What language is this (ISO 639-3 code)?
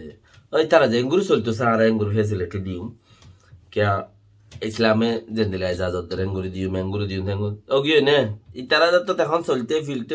rhg